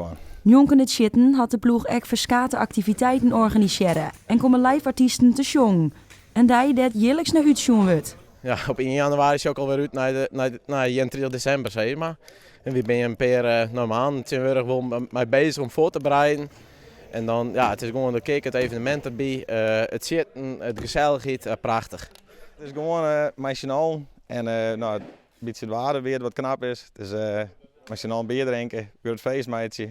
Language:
Western Frisian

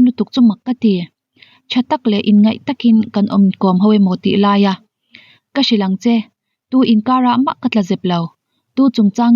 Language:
Mizo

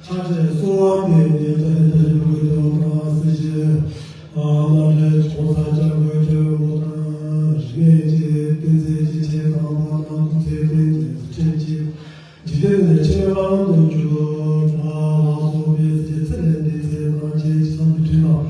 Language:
Tibetan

